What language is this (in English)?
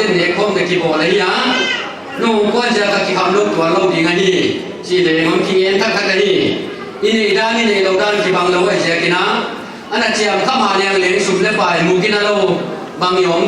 Paite Chin